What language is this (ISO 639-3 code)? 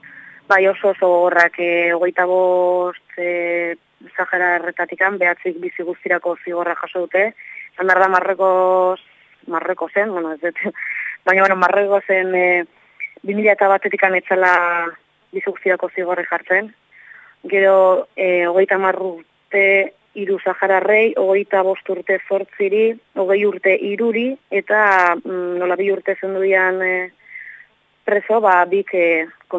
eus